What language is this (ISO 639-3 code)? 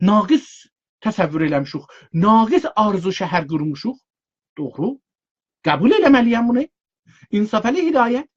azb